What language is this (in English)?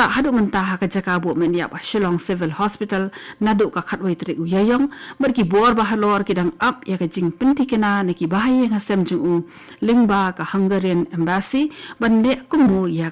Khasi